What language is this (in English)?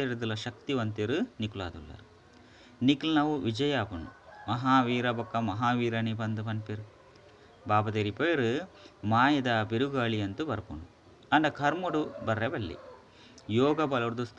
Tulu